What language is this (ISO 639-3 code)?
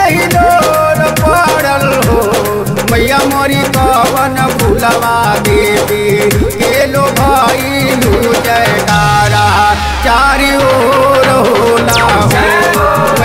bho